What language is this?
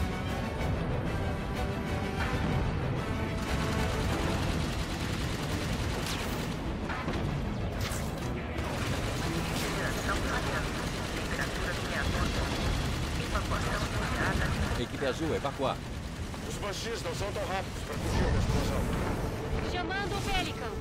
Portuguese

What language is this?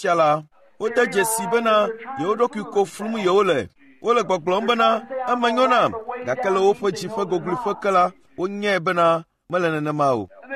Ewe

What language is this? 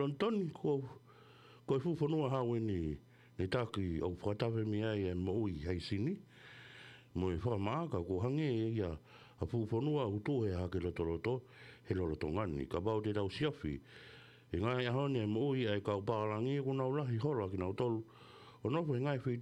Tongan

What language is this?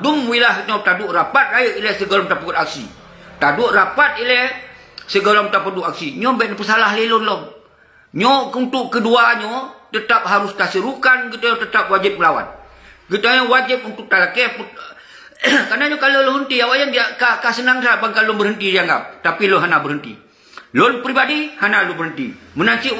Achinese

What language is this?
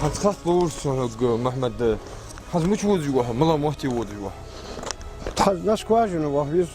Ingush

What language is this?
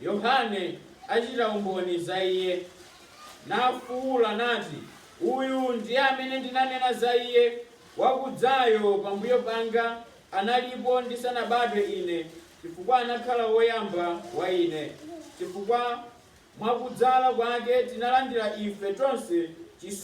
Nyanja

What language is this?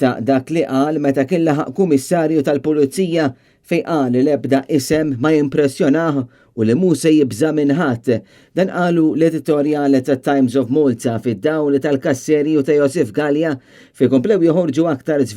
Maltese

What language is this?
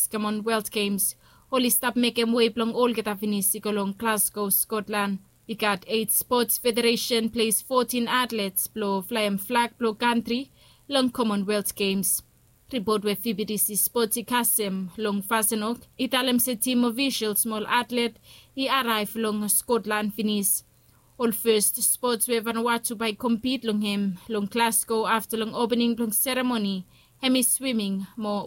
Bislama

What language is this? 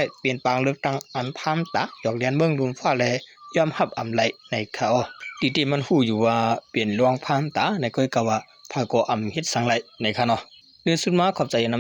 Shan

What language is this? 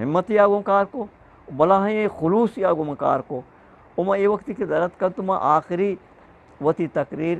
Eastern Balochi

